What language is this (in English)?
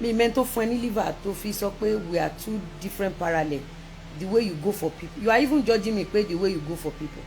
Yoruba